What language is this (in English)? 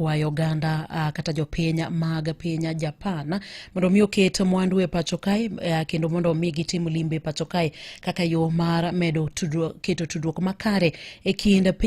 Luo (Kenya and Tanzania)